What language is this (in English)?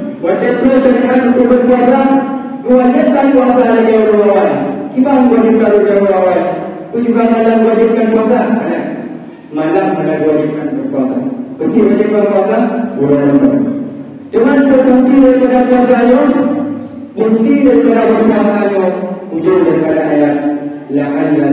Achinese